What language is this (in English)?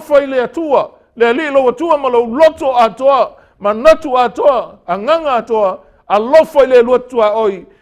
Samoan